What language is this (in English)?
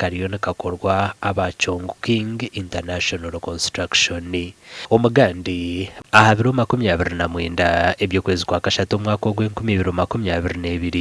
Nyankole